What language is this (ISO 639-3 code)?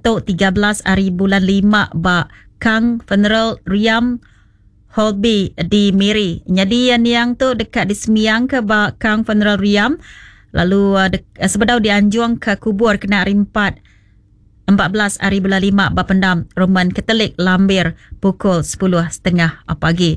iba